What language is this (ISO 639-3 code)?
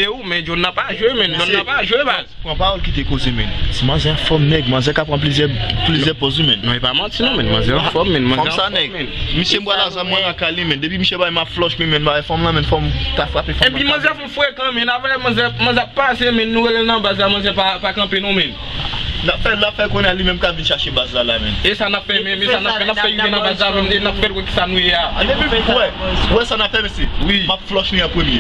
hat